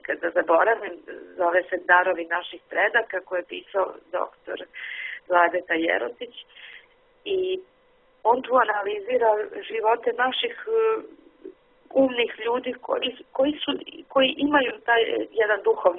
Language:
Serbian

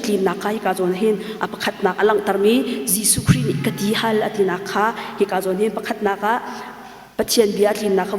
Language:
Hakha Chin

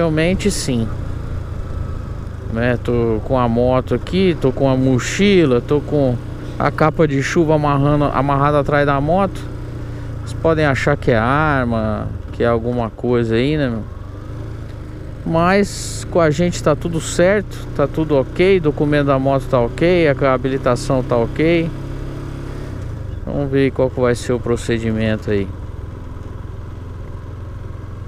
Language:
Portuguese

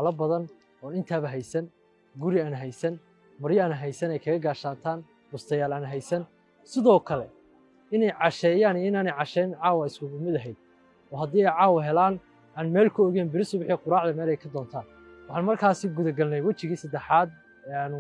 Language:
Somali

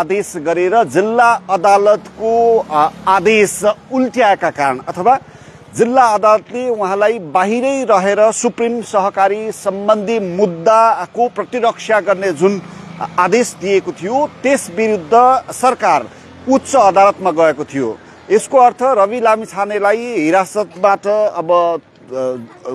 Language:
Nepali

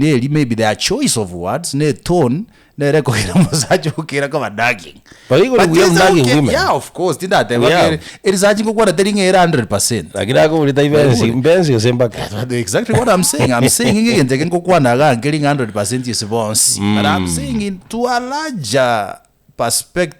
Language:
Gusii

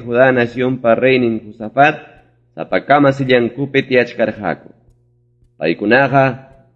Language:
Ayacucho Quechua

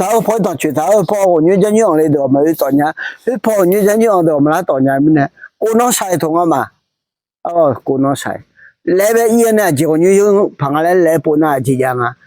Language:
Akha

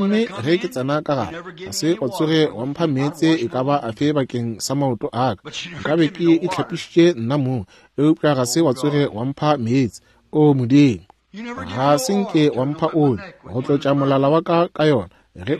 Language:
Northern Sotho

